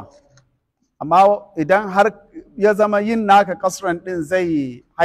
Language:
Hausa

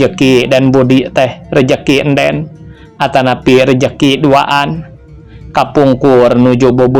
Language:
Sundanese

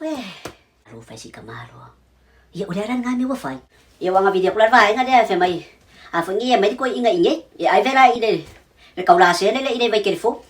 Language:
Samoan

